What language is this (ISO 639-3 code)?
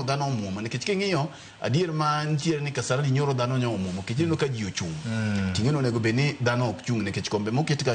luo